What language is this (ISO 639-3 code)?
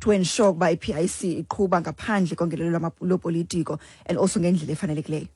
xho